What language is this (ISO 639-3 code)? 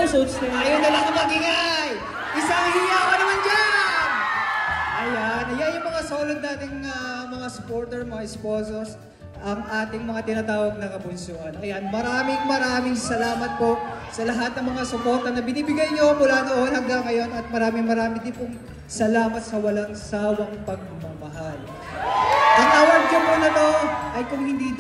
fil